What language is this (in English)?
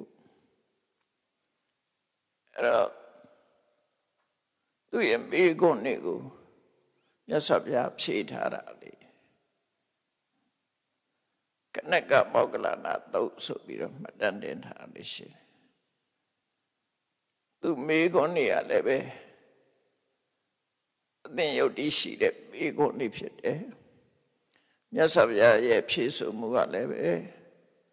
Burmese